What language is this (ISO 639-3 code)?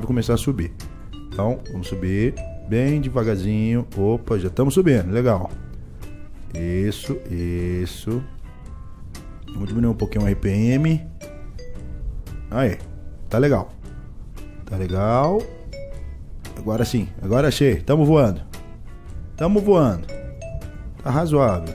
por